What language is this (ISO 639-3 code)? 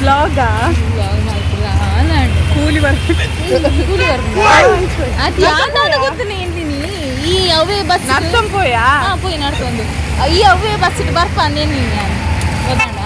tcy